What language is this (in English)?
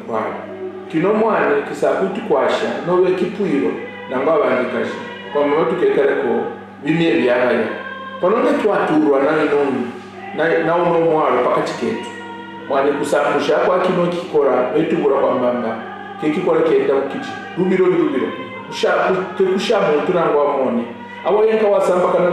Kaonde